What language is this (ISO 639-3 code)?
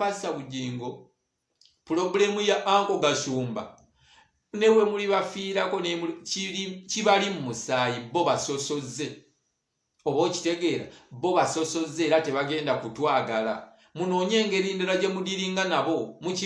lug